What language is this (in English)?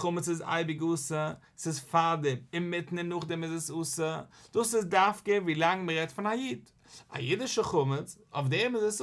Yiddish